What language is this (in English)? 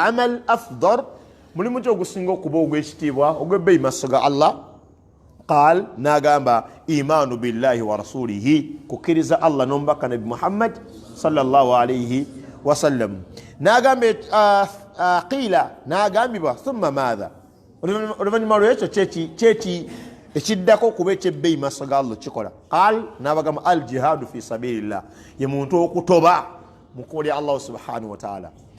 Ganda